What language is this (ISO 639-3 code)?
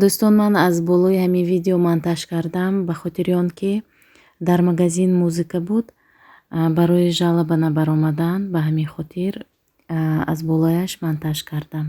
tgk